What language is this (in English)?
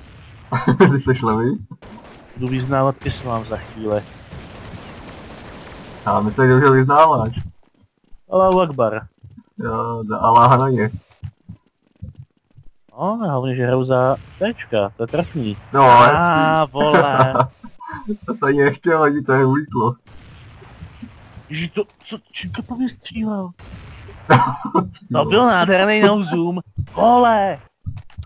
Czech